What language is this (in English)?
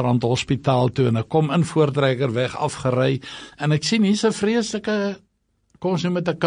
Afrikaans